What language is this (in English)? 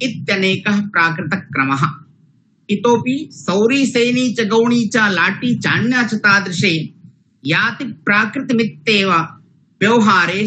Sanskrit